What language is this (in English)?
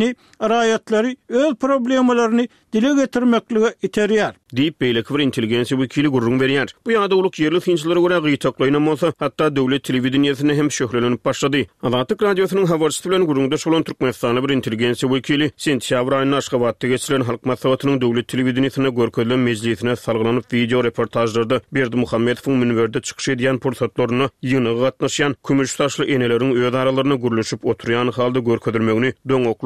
Turkmen